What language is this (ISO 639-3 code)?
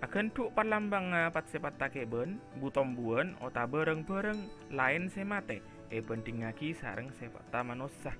mad